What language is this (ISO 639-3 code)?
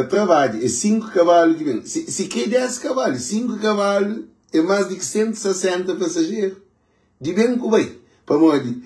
kea